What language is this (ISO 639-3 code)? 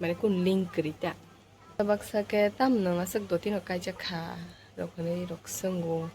trp